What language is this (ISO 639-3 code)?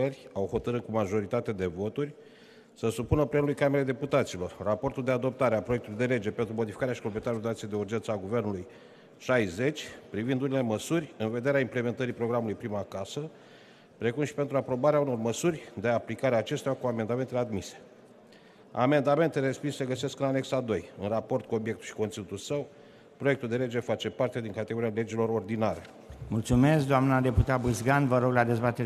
ron